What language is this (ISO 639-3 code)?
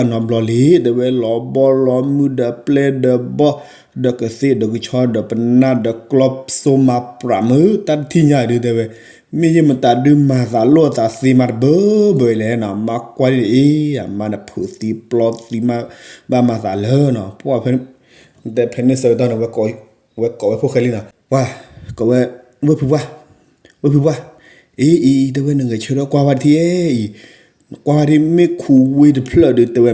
ksw